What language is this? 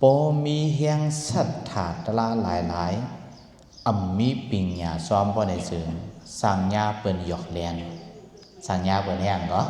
Shan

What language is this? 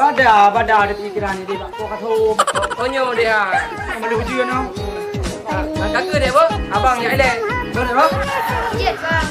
Achinese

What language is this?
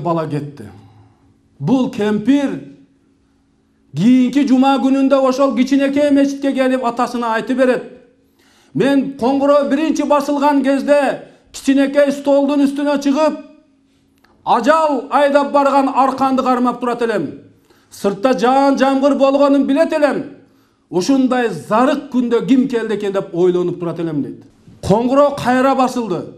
Kyrgyz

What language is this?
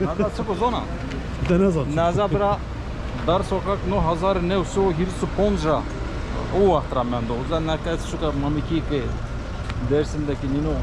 Zaza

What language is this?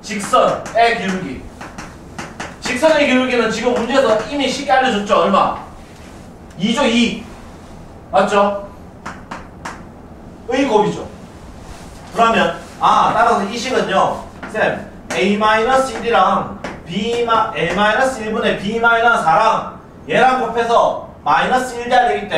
Korean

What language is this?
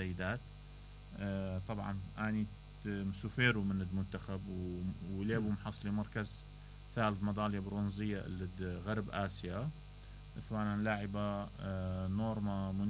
Mesopotamian Arabic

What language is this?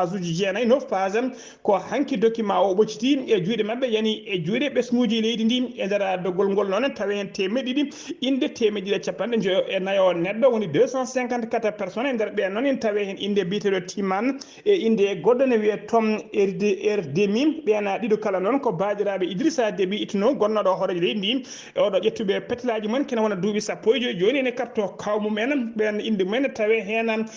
Fula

